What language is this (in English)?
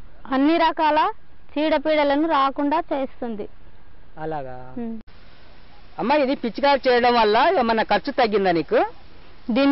Telugu